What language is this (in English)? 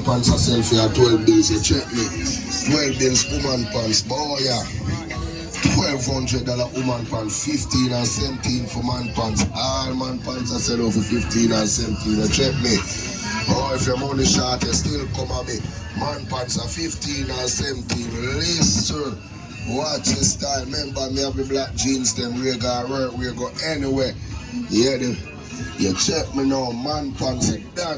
Jamaican Creole English